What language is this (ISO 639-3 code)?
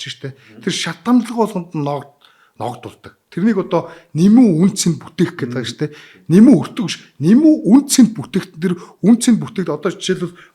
mon